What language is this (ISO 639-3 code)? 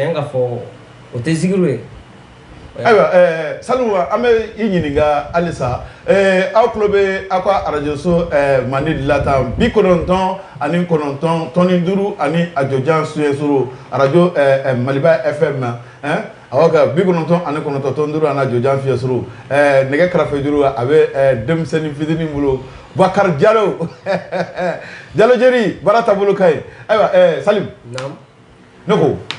bam